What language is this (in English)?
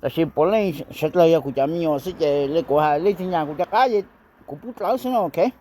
Hmong